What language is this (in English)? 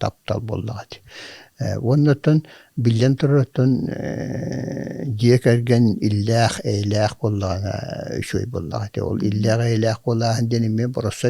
Yakut